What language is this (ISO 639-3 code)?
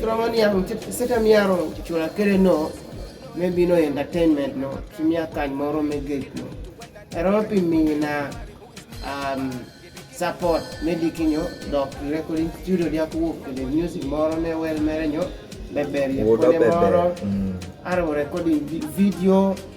kdi